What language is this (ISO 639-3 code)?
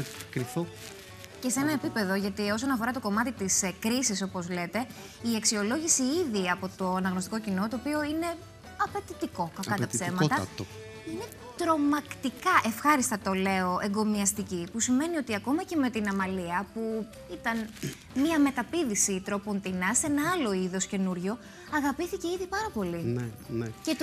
ell